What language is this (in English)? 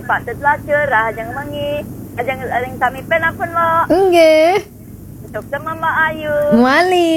Balinese